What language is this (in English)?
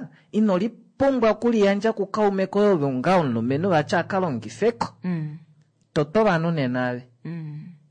Kuanyama